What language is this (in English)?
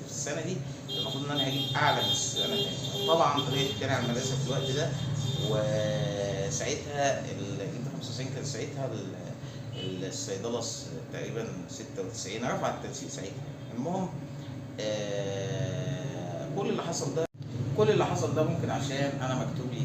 Egyptian Arabic